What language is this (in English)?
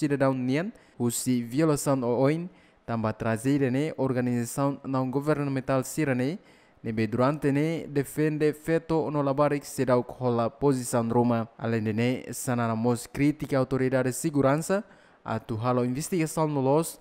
Tetum